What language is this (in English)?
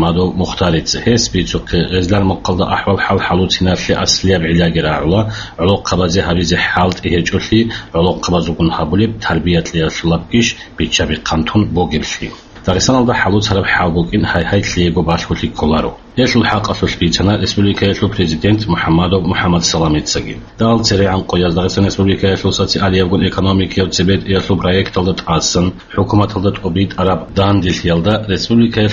Avaric